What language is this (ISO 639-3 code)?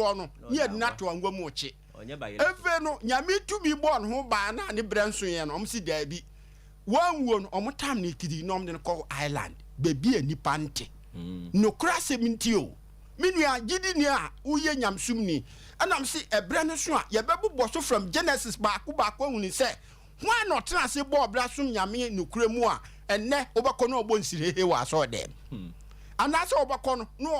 aka